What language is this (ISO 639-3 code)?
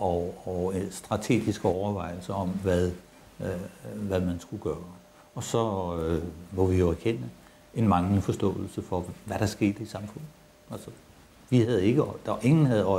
dan